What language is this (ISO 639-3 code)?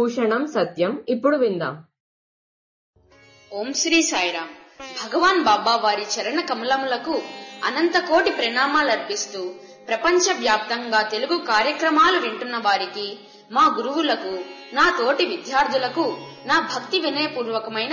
tel